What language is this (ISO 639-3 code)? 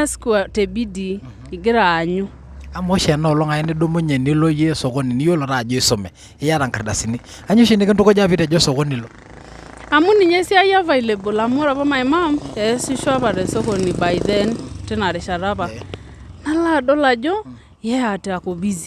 mas